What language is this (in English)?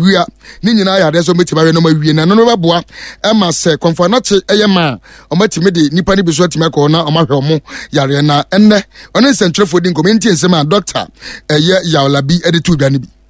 Akan